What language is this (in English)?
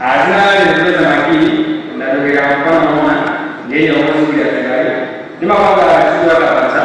Nyanja